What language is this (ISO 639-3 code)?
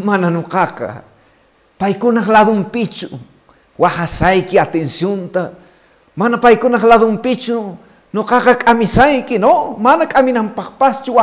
que